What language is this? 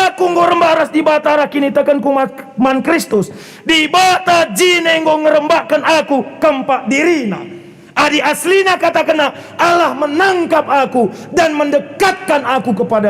Batak Karo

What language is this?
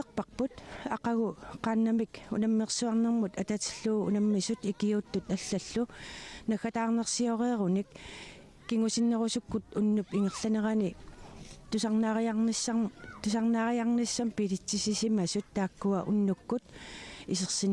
Kalaallisut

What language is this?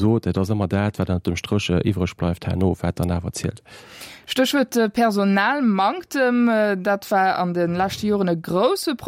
Luxembourgish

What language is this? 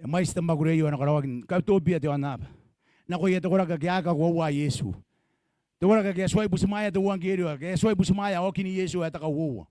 Gilbertese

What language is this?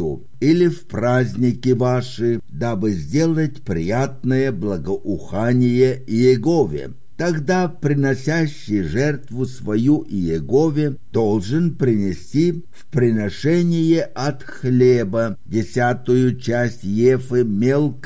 Russian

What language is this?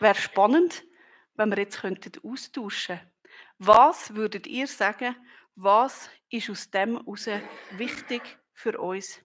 Swiss German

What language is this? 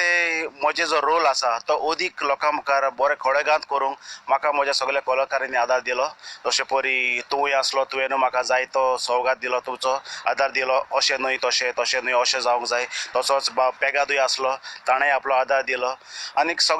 Konkani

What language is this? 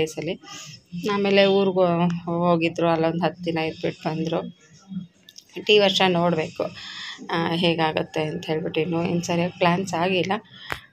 Kannada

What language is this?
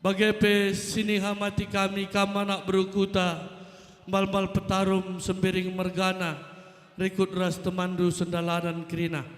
Batak Karo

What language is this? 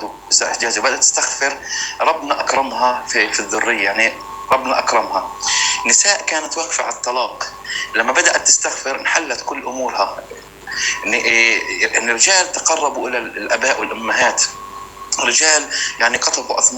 North Levantine Arabic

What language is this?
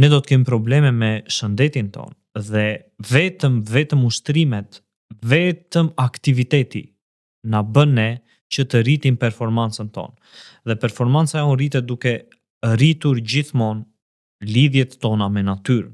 Albanian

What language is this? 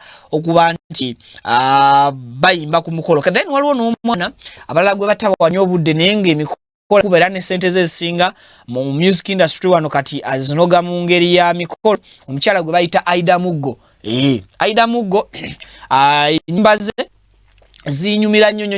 Ganda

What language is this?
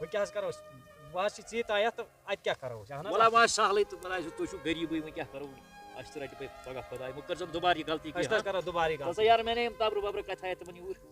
Kashmiri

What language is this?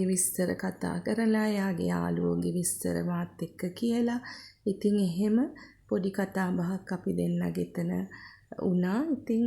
Sinhala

